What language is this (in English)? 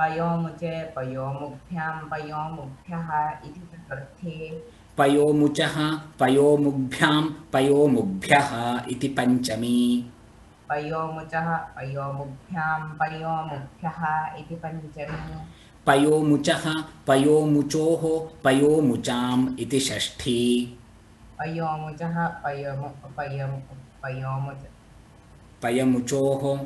Sanskrit